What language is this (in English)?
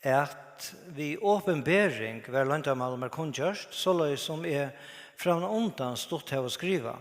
Faroese